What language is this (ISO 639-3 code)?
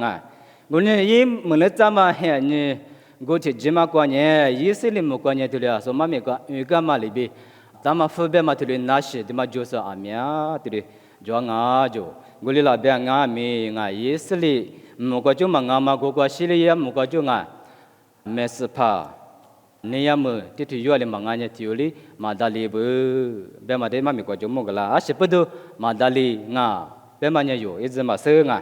lis